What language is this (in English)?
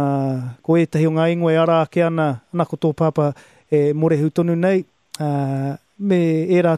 Māori